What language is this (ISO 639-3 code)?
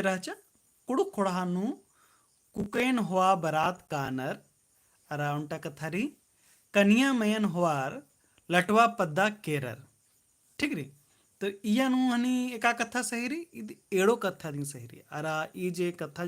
kru